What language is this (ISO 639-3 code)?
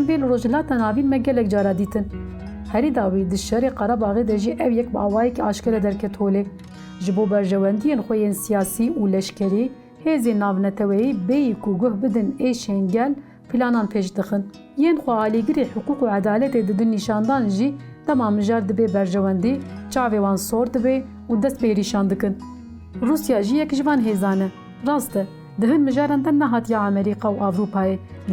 kur